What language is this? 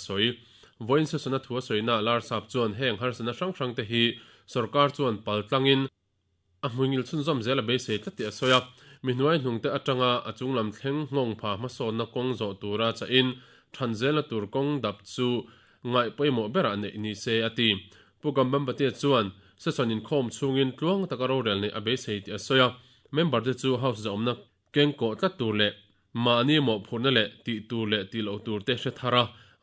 Mizo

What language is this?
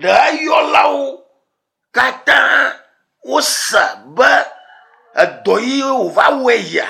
Ewe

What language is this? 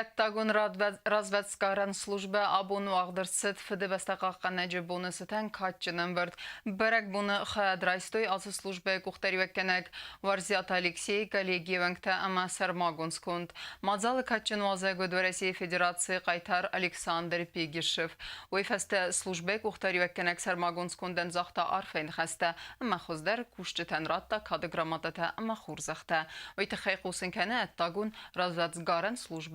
Ossetic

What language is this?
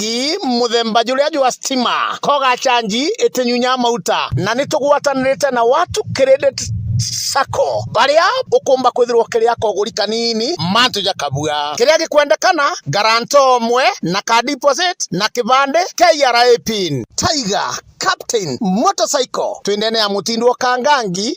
Meru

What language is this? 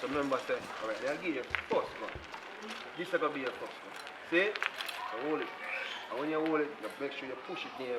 Jamaican Creole English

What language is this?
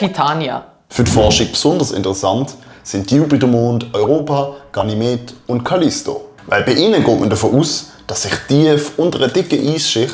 Swiss German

